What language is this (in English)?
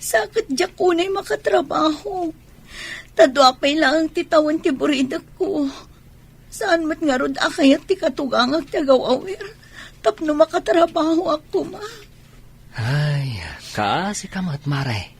Iloko